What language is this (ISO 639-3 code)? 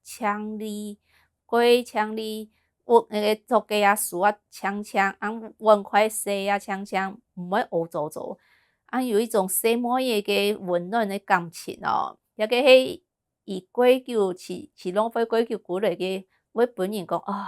hak